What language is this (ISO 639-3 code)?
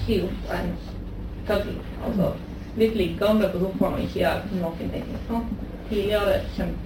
nor